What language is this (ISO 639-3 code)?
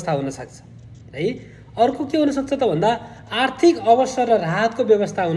nep